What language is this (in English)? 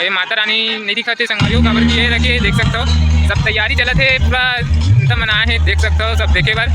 Chhattisgarhi